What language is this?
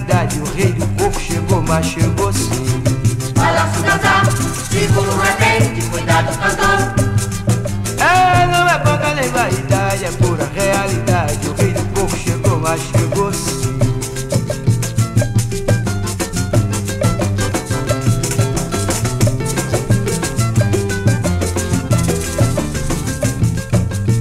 Portuguese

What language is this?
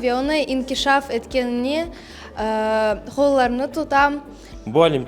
Crimean Tatar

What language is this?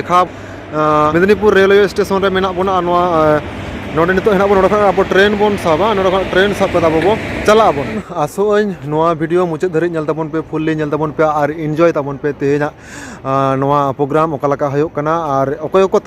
Santali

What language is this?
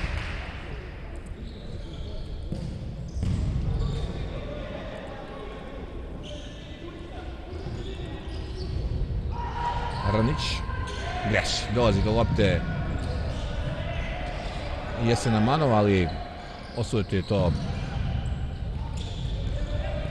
Serbian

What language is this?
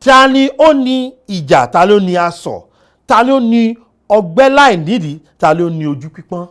Yoruba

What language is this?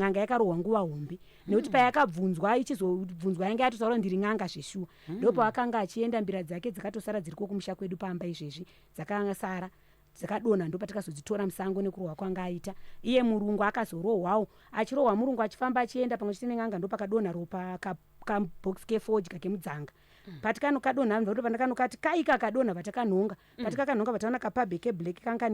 Shona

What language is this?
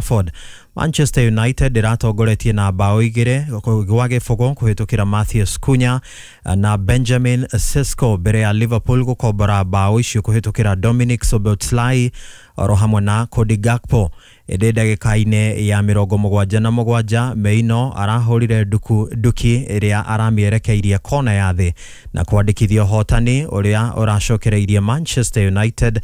Kikuyu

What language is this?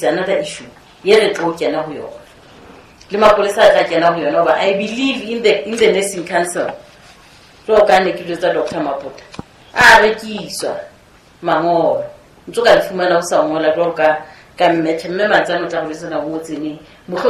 Southern Sotho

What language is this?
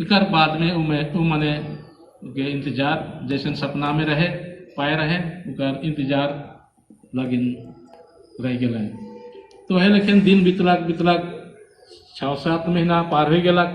Sadri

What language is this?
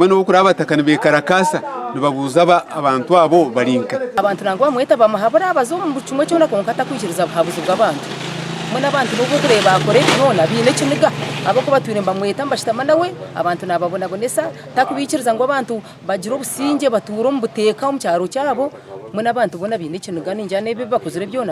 Nyankole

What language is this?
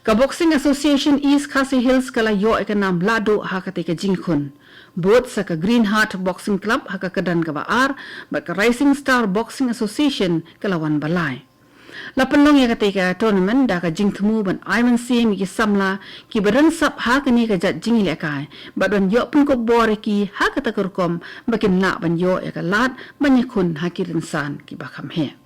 Khasi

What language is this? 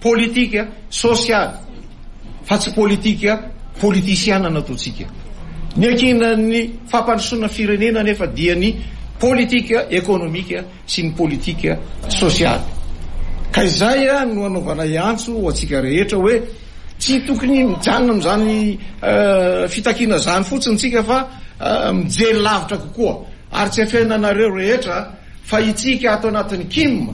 Malagasy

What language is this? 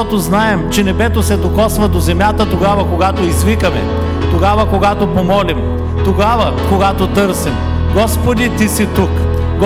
Bulgarian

